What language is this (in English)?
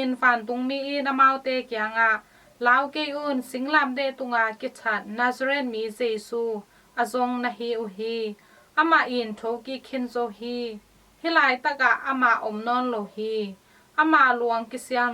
Tedim Chin